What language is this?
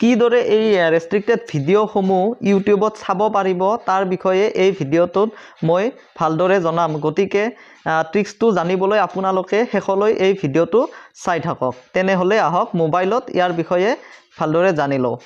Assamese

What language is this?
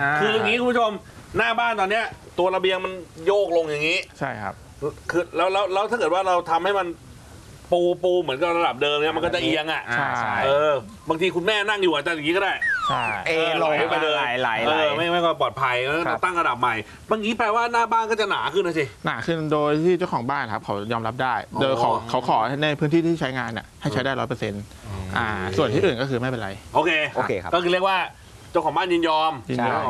Thai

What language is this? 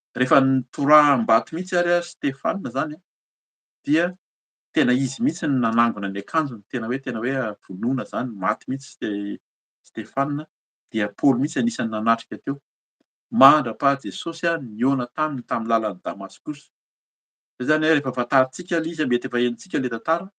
Malagasy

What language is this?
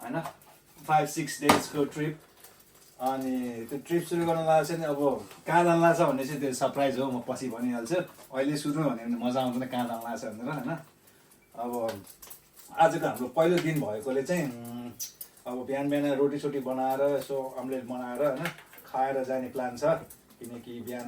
Nepali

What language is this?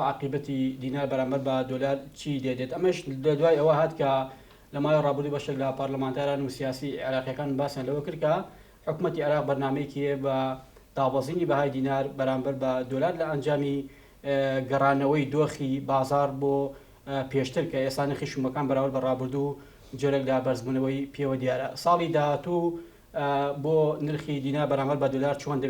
Central Kurdish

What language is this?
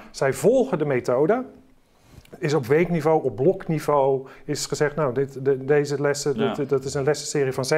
Dutch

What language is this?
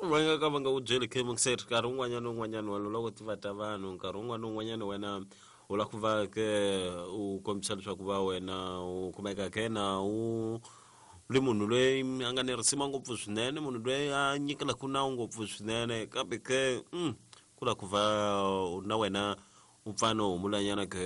Tsonga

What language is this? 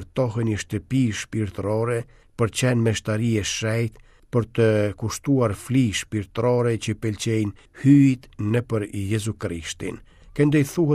Albanian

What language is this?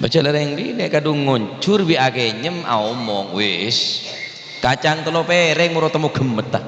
Madurese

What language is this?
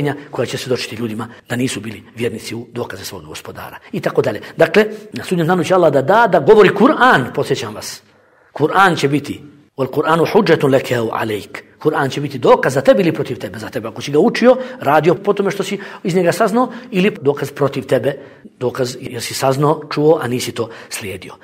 Bosnian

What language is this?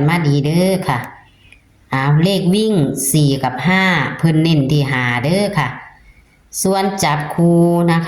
Northeastern Thai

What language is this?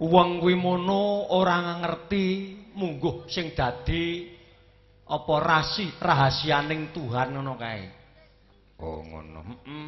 Javanese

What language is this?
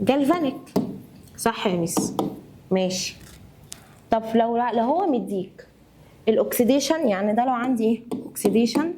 Egyptian Arabic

